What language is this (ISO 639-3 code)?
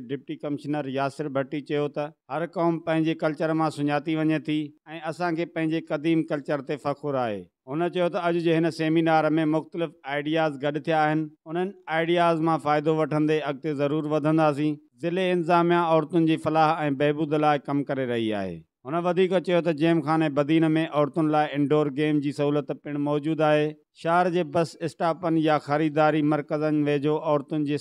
snd